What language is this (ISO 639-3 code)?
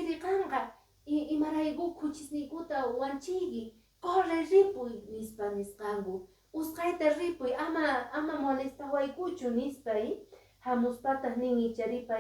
que